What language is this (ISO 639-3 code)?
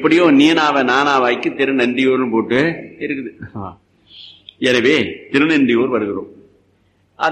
tam